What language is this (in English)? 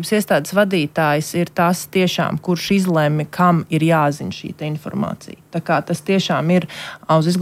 Latvian